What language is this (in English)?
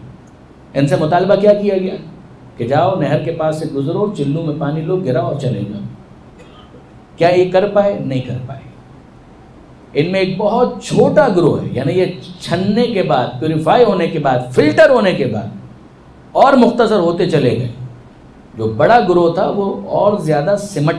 Urdu